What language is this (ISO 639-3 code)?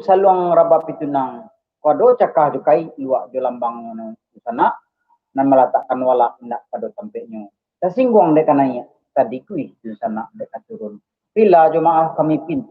min